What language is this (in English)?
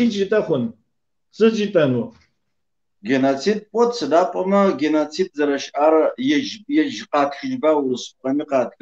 Kabardian